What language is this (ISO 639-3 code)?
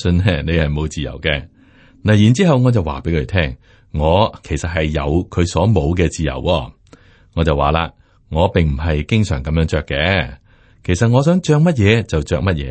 yue